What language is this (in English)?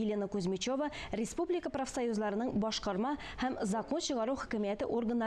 Tatar